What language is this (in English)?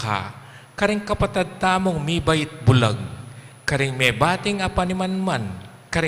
Pampanga